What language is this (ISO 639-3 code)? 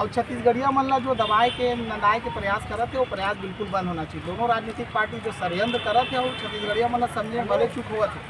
hne